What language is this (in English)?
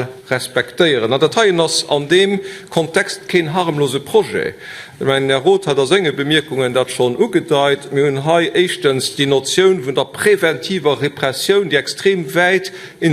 Luxembourgish